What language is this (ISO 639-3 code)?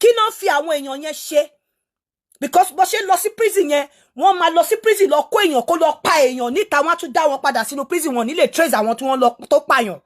yor